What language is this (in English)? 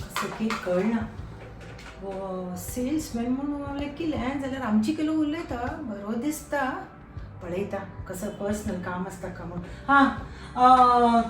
Konkani